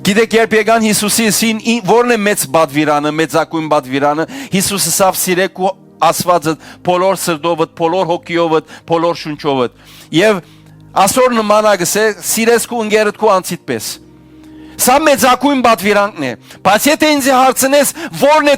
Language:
Western Armenian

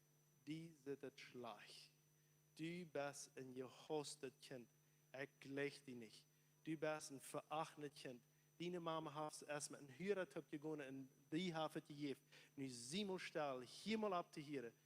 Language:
Plautdietsch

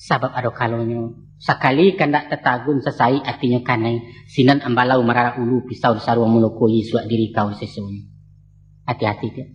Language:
Minangkabau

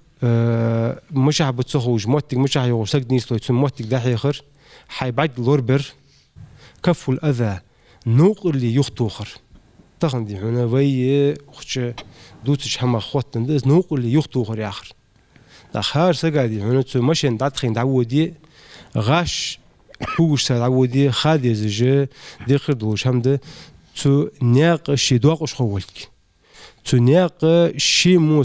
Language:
Ingush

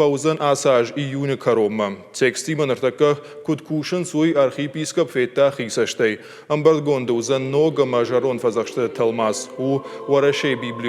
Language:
Ossetic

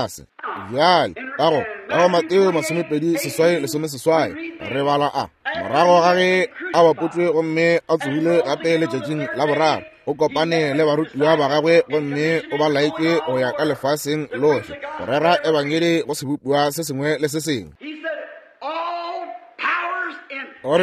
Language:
Northern Sotho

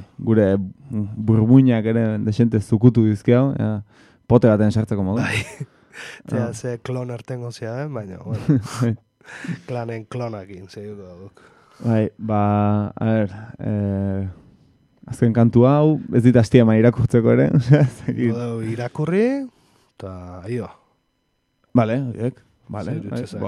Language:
Basque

